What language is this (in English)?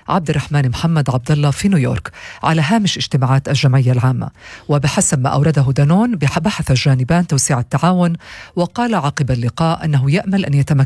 Arabic